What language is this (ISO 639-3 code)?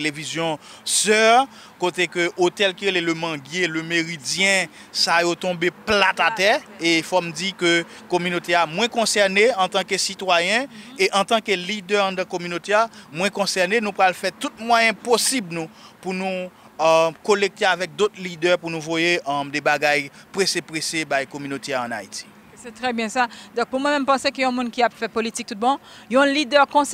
hat